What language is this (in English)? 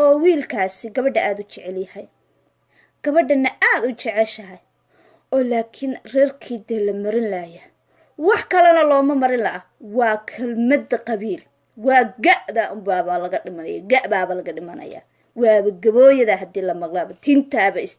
Somali